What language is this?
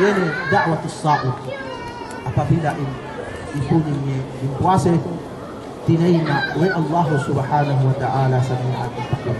Yakan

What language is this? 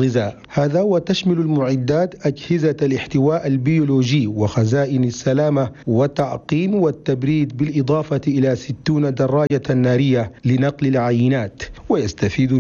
Arabic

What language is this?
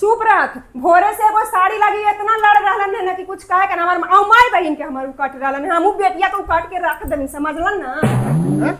Magahi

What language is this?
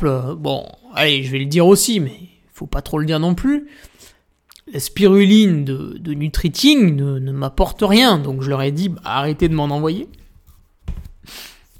French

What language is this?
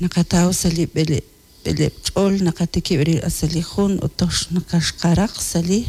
Kekchí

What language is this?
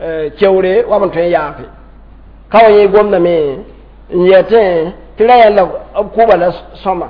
Mossi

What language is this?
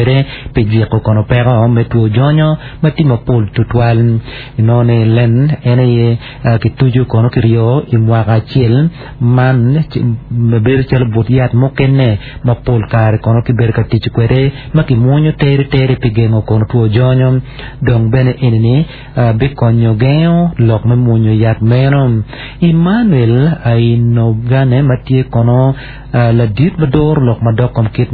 Acoli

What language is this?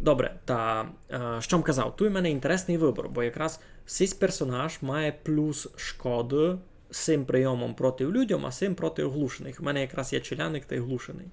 Rusyn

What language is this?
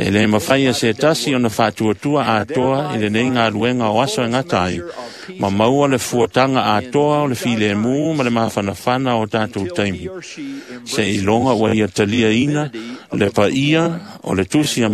Samoan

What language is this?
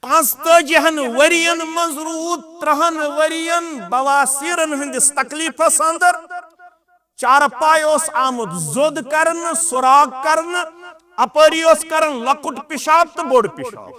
Kashmiri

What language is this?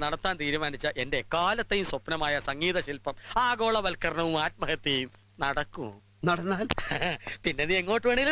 Malayalam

